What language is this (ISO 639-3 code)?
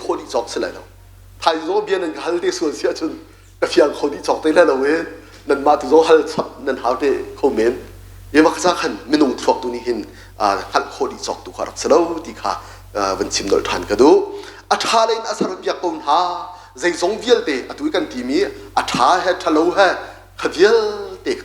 cnh